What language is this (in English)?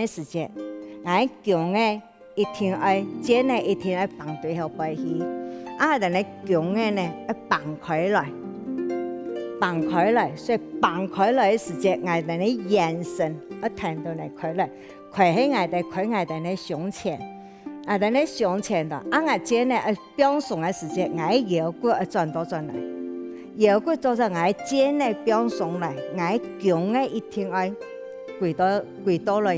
Hakka Chinese